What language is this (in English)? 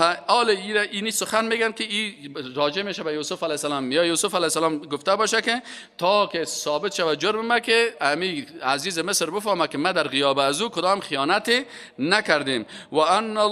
Persian